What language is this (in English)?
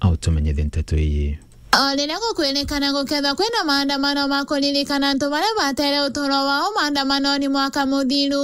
Meru